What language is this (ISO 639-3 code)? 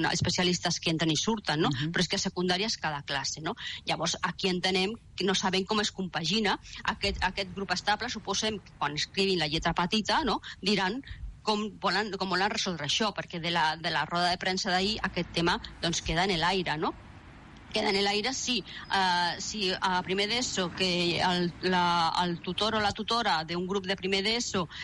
cat